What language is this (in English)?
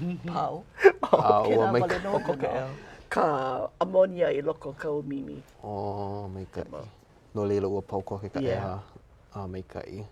Hawaiian